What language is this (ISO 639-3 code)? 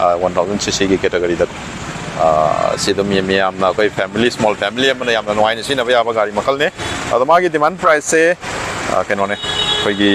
mni